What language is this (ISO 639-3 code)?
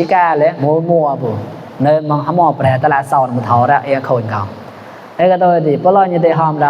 mnw